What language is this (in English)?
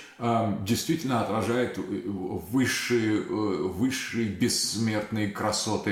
Russian